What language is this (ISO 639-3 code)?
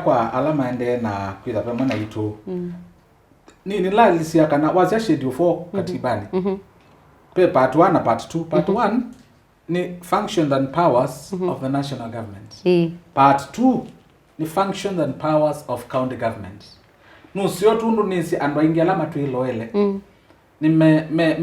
kam